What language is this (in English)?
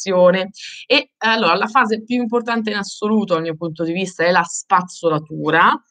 Italian